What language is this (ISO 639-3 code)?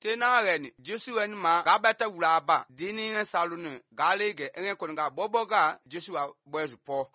slv